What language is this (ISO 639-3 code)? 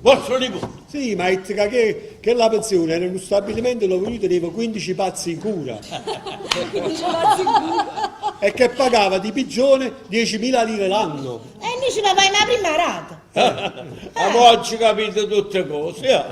nap